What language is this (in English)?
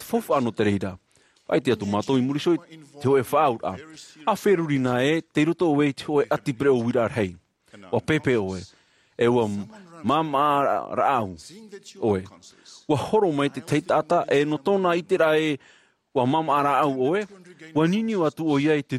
Tahitian